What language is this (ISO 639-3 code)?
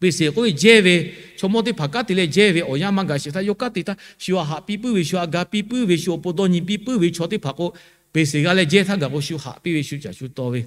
lhu